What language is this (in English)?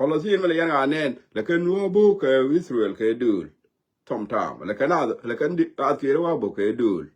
Nuer